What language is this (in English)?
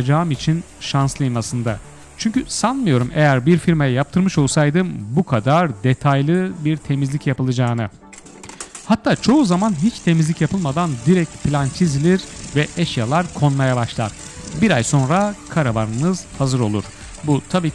Turkish